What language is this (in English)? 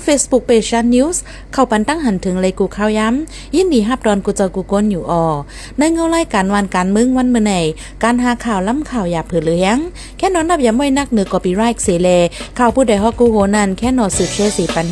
Shan